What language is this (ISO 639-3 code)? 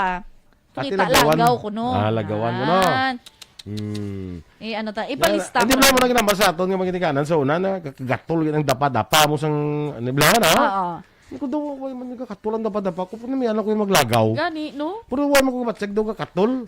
hil